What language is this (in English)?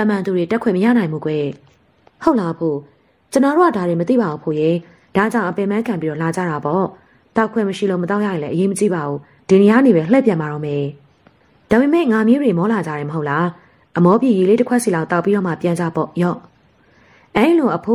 Burmese